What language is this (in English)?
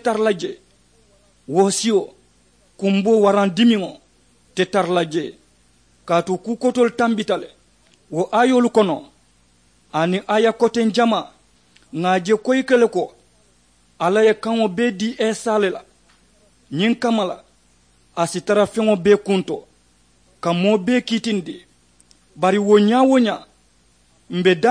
Mandingo